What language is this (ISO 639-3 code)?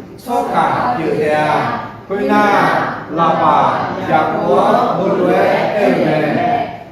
ahk